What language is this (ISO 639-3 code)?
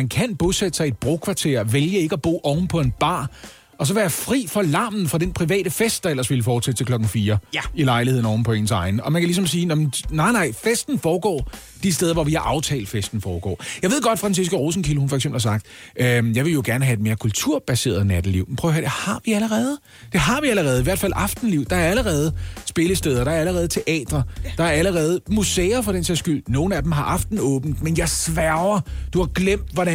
dan